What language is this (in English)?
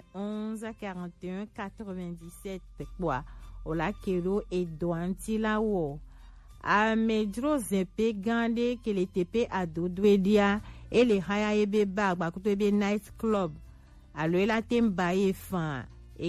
Gen